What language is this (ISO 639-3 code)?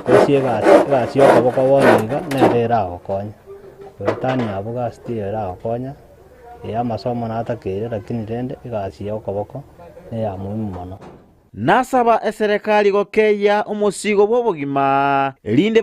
guz